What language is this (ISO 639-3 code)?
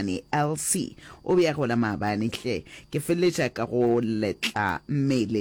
nso